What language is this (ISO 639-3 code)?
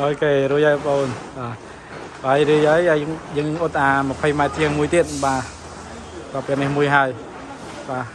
khm